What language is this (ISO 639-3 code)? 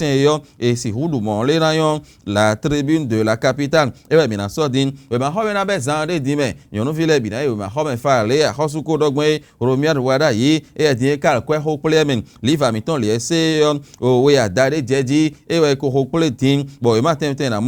fon